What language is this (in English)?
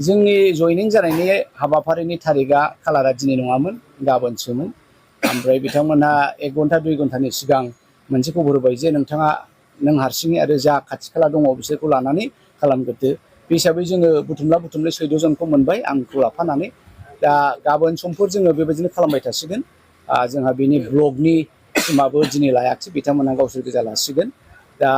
Bodo